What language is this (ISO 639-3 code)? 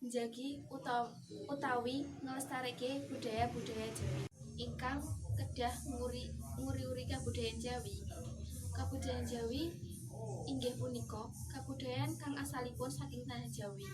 jav